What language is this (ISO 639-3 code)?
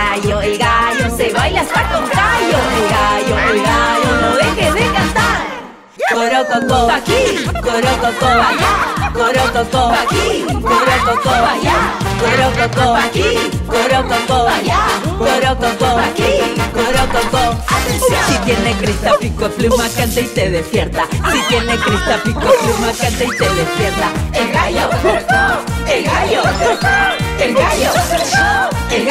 spa